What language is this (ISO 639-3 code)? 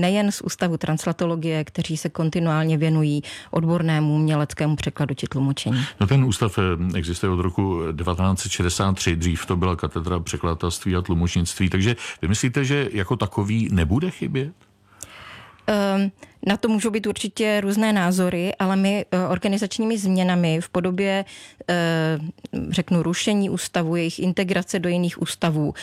ces